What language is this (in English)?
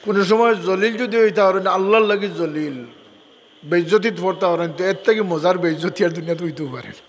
Sylheti